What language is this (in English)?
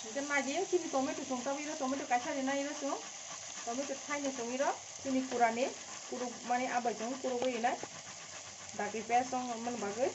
Kok Borok